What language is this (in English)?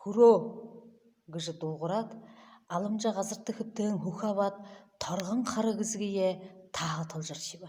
Buriat